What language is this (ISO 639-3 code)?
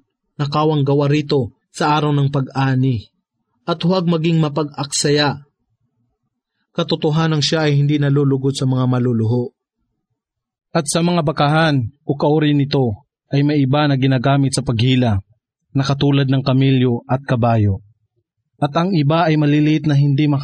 fil